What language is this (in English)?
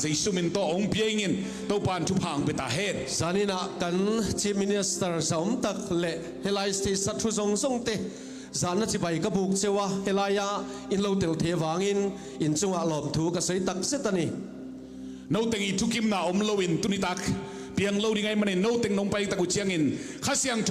Tedim Chin